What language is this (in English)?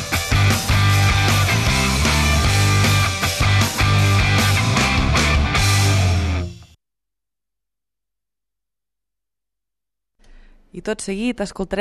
Catalan